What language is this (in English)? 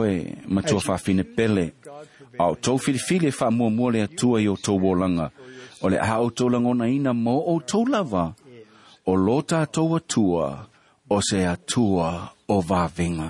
Samoan